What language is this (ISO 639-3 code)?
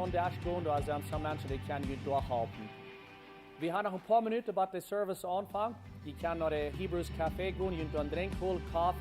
pdt